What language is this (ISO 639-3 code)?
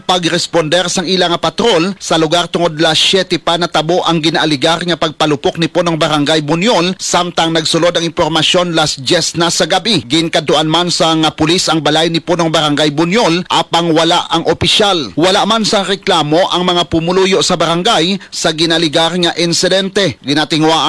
hil